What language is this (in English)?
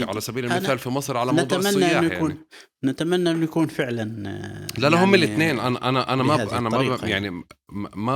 North Levantine Arabic